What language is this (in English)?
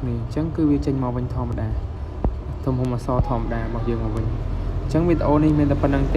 Khmer